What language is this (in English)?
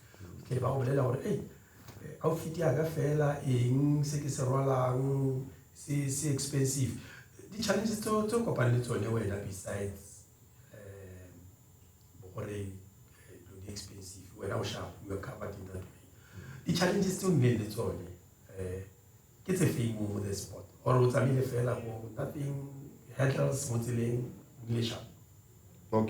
Tswana